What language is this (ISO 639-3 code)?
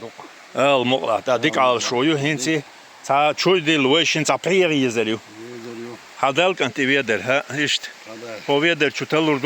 che